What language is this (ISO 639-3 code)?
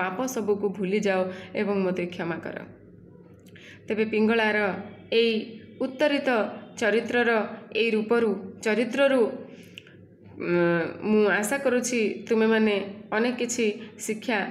ori